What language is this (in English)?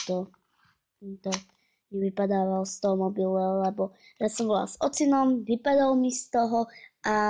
Slovak